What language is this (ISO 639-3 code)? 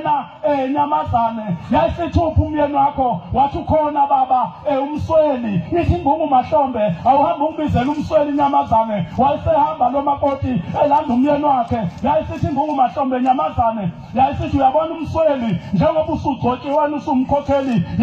zul